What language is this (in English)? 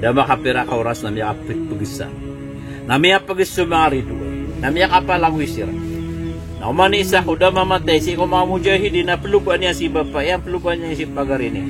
Maranao